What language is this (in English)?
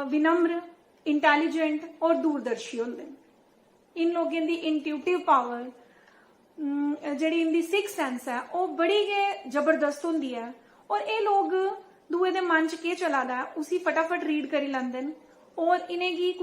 Dogri